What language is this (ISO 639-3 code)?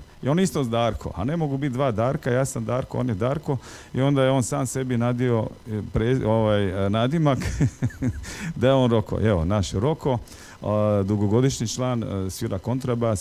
hrv